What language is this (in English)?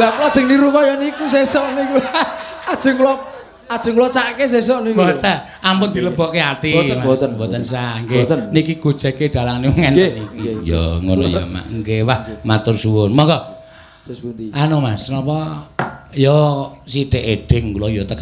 Javanese